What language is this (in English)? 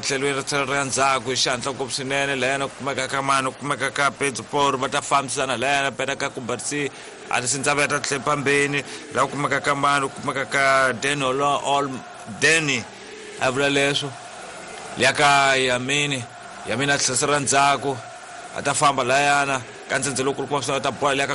Tsonga